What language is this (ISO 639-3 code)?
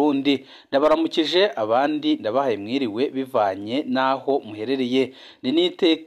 run